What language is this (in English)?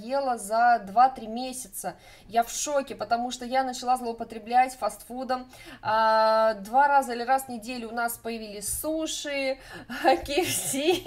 Russian